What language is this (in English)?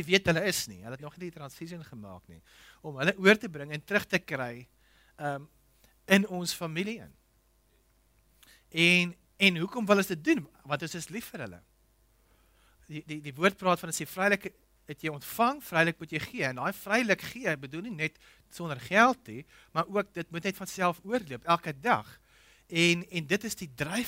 Afrikaans